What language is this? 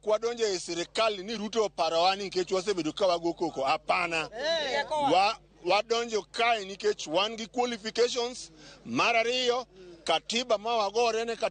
Luo (Kenya and Tanzania)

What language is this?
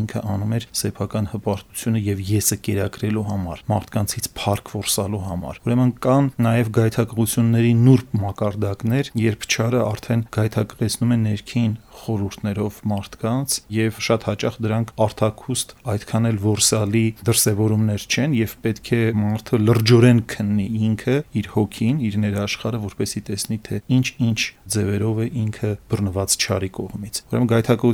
Armenian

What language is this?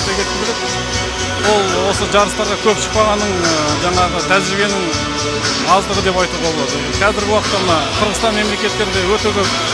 Kazakh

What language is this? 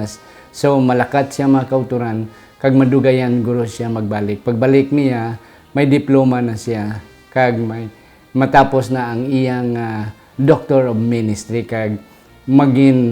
Hiligaynon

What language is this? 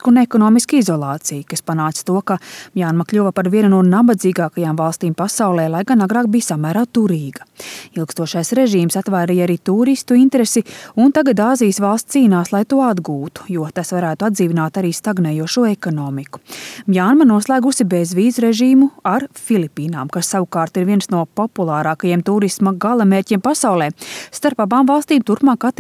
Latvian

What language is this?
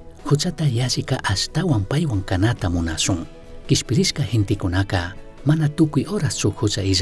Chimborazo Highland Quichua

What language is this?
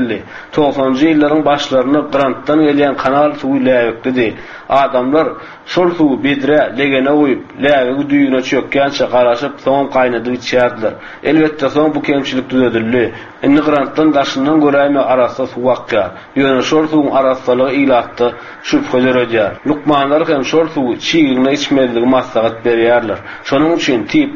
Turkmen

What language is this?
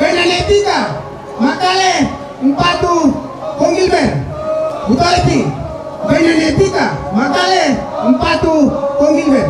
Toraja-Sa'dan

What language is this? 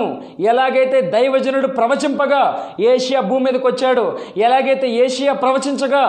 Telugu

